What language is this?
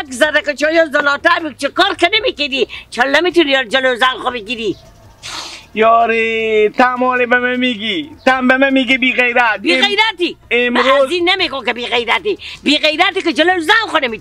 Persian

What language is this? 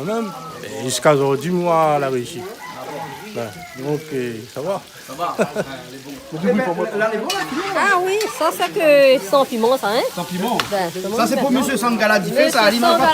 Réunion Creole French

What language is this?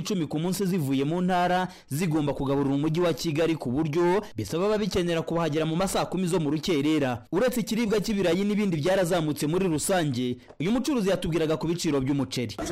Kinyarwanda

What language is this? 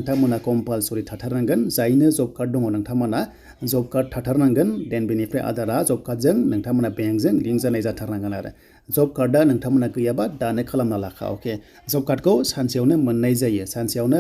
Bodo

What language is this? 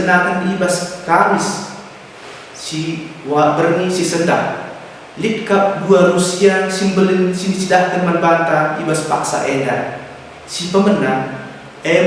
Batak Karo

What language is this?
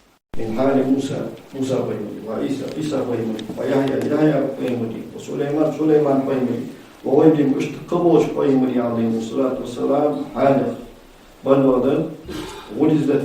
Ingush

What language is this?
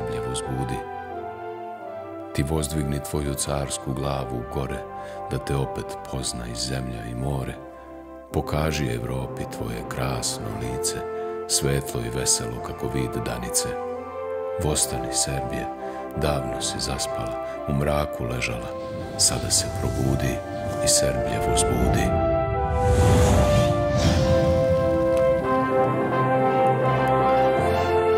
Serbian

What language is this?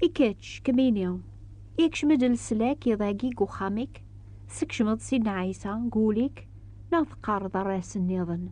Kabyle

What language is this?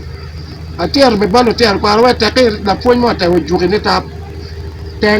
Acoli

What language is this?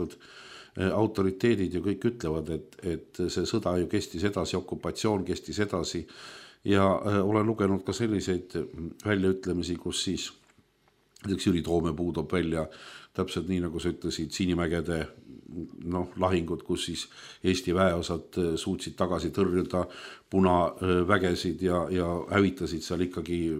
Estonian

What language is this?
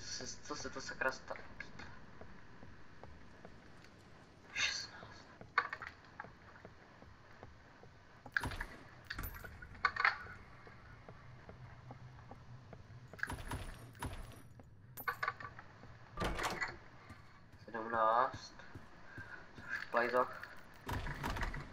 Czech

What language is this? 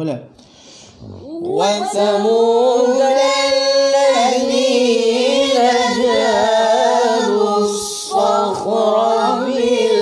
Malay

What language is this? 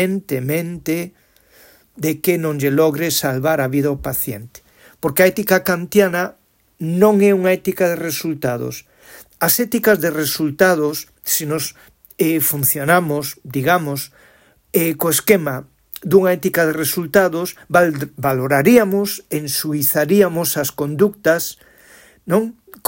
Galician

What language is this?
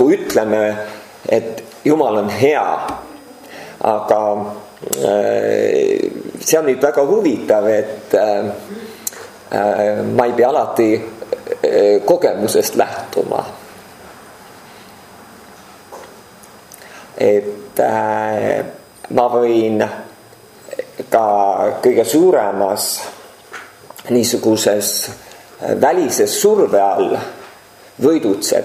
Estonian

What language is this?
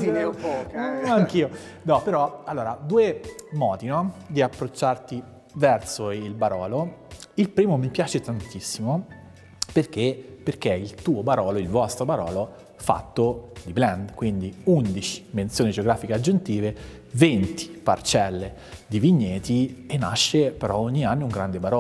Italian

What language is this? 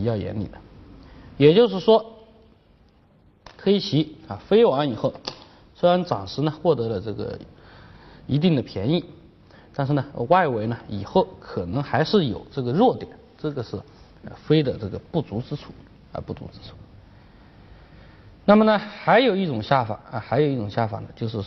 Chinese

